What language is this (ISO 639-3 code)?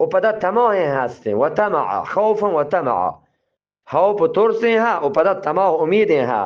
bgp